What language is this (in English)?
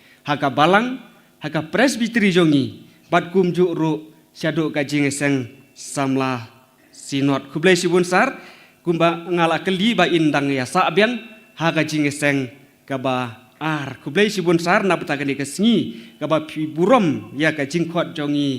Khasi